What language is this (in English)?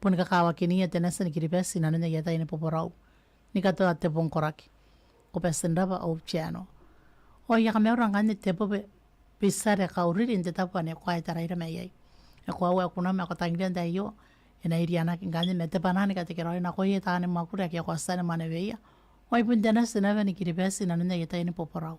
Gilbertese